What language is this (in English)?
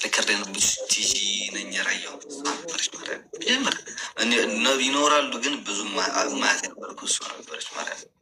Amharic